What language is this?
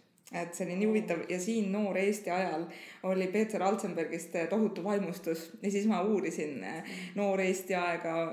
Estonian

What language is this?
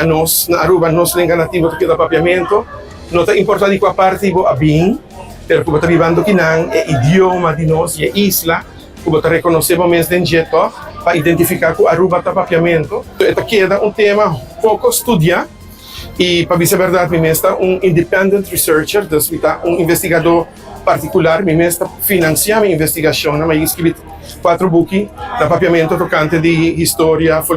Papiamento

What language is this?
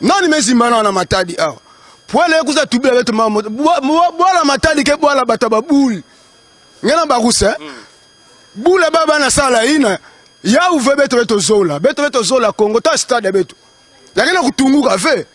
Lingala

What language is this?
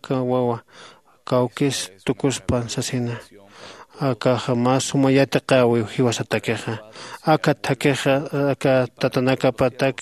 Aymara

